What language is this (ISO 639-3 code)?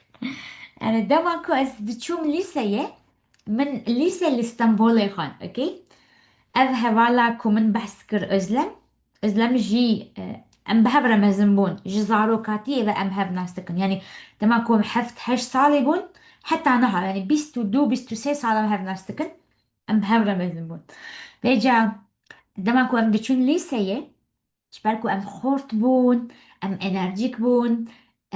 kur